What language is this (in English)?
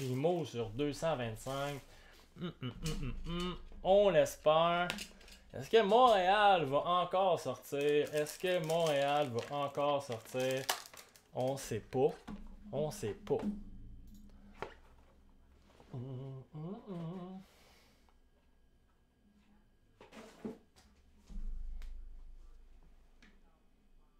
French